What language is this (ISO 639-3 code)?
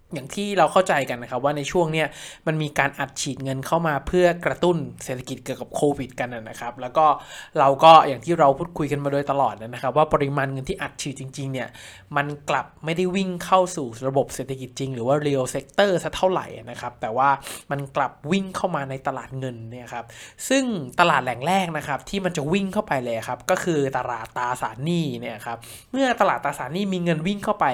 tha